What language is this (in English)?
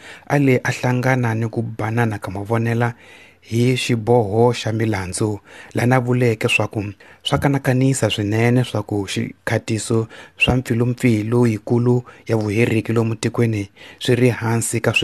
Tsonga